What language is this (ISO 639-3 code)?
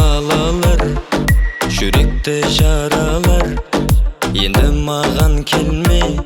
kaa